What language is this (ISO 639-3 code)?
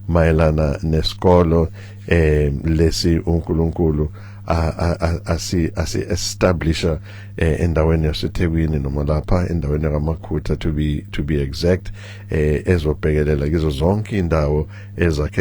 zul